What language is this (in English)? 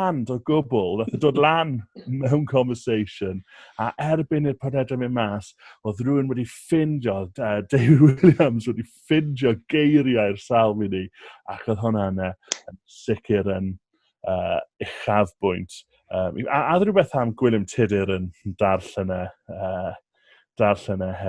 Welsh